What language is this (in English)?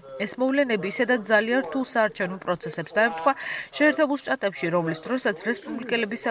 Georgian